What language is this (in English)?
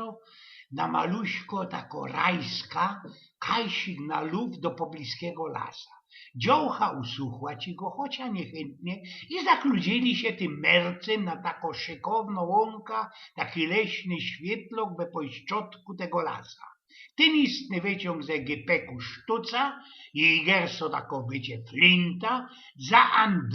Silesian